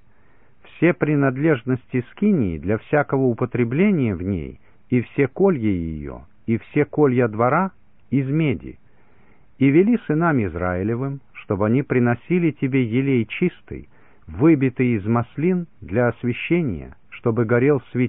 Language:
Russian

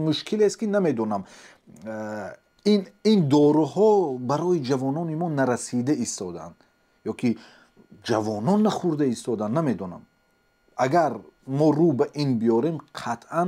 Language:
Tajik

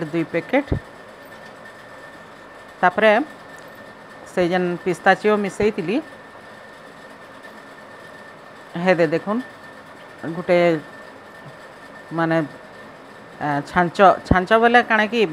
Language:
Sambalpuri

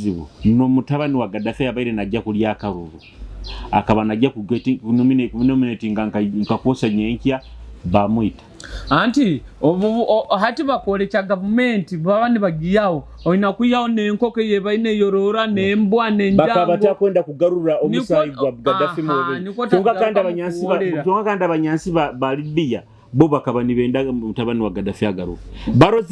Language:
Nyoro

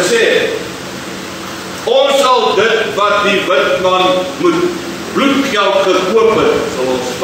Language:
Afrikaans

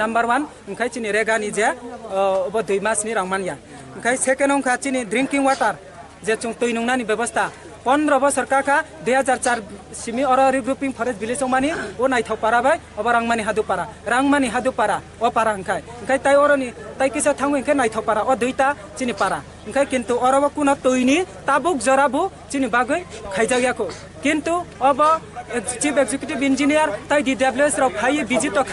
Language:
Kok Borok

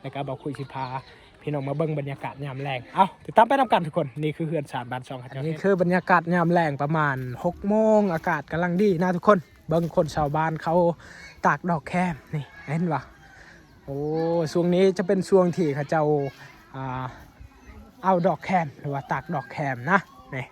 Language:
Lao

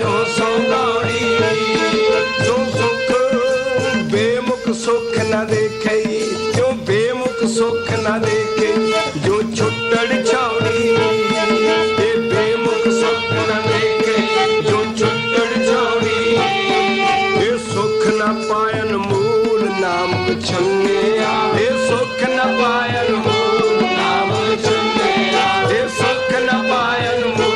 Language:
Punjabi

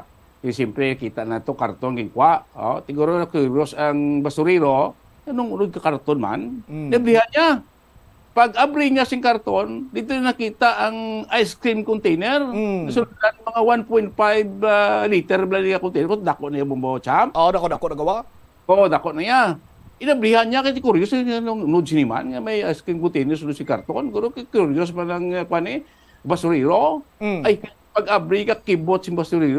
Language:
Hiligaynon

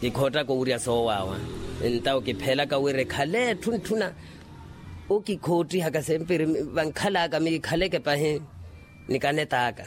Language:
Makhuwa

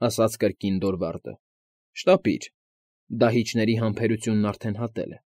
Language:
Armenian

